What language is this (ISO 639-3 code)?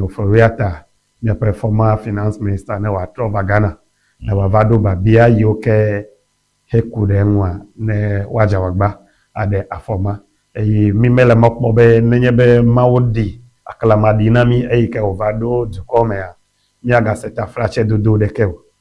ewe